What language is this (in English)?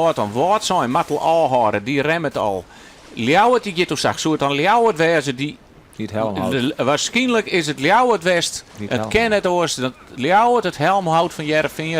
Western Frisian